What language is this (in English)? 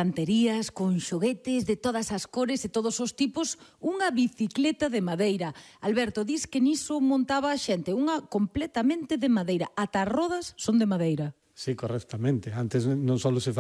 Galician